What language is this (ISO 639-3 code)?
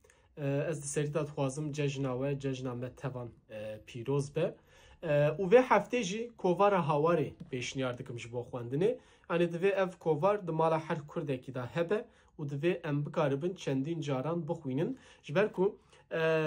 kur